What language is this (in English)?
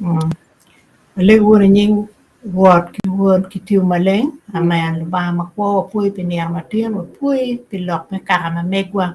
Acoli